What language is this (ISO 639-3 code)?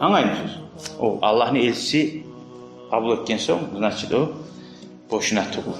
kum